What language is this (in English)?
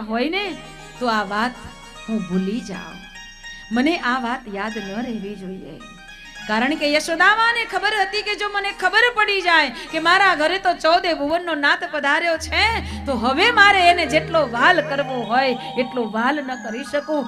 Gujarati